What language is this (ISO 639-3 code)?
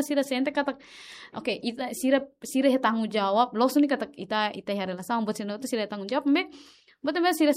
tet